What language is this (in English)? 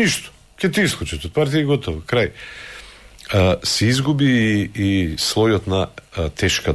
Macedonian